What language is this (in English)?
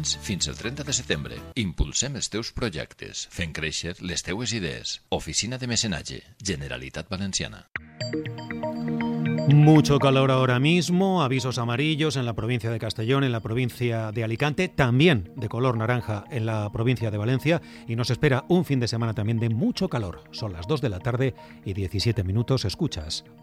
Spanish